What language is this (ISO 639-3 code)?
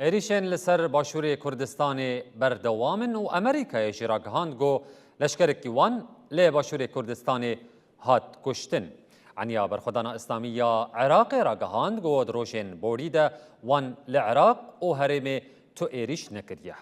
kur